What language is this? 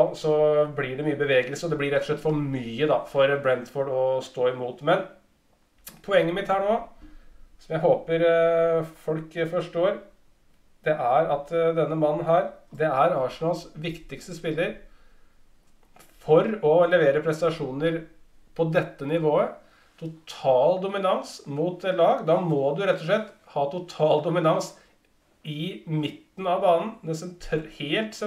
Norwegian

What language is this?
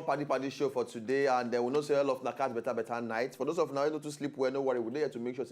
Nigerian Pidgin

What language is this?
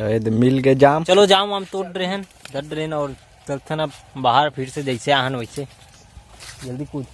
Chhattisgarhi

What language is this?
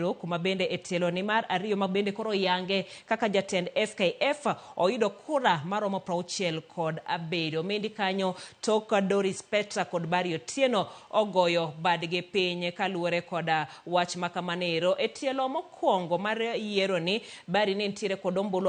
Luo (Kenya and Tanzania)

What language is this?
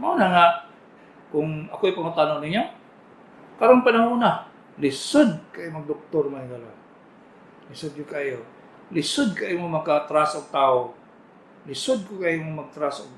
Cebuano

